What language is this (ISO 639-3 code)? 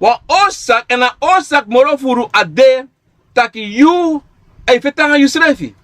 srn